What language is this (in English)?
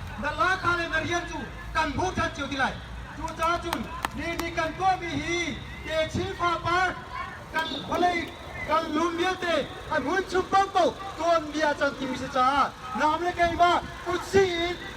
Hakha Chin